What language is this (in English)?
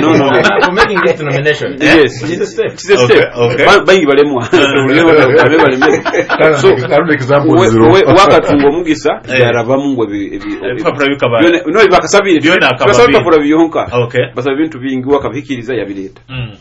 Nyoro